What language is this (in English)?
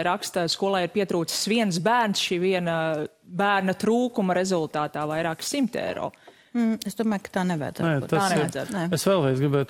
Latvian